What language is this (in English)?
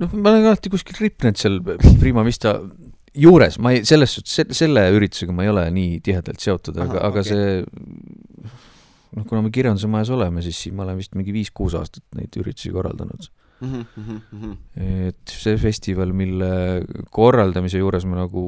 Estonian